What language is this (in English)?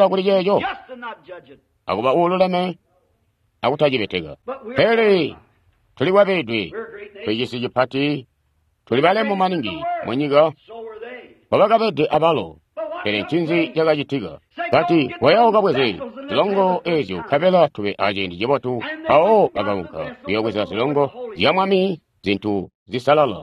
Tonga (Zambia)